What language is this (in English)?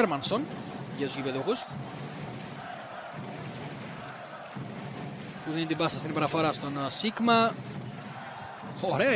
Greek